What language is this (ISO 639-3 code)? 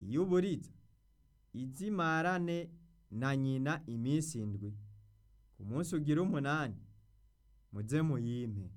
run